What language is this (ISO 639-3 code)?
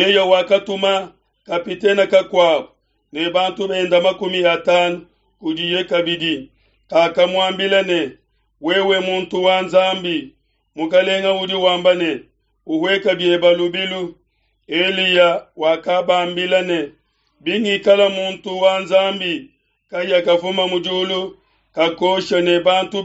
lua